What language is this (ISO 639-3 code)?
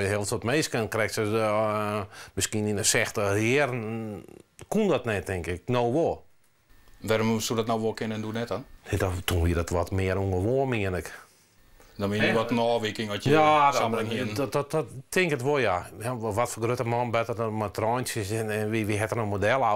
fry